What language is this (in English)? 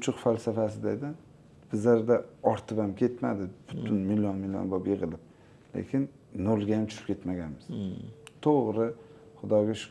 Uzbek